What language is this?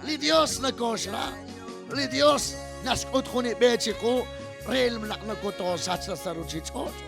Kekchí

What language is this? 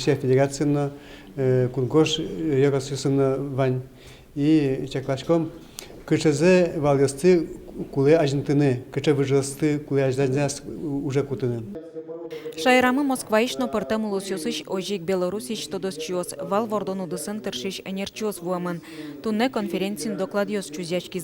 Udmurt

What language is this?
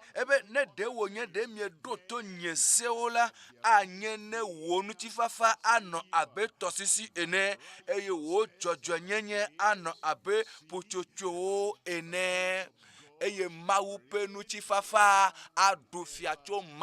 Ewe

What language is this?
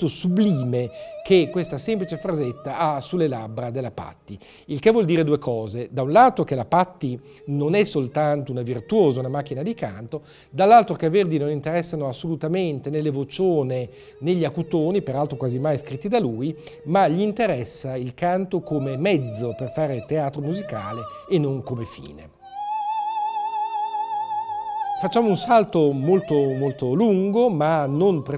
Italian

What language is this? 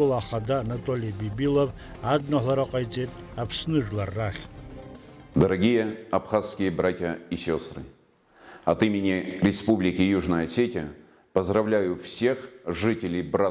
Abkhazian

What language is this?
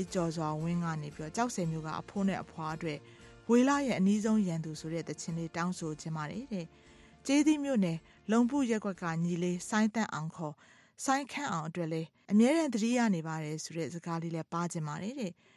Burmese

